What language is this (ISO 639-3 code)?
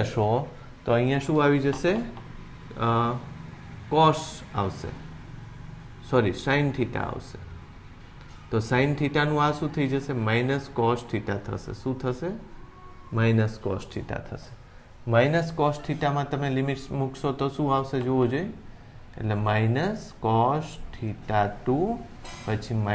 guj